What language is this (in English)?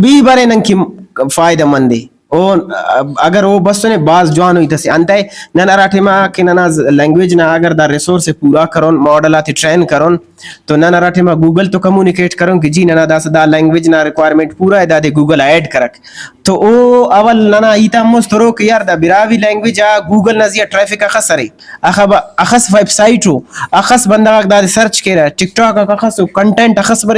Brahui